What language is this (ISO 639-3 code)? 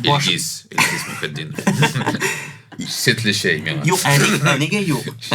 tat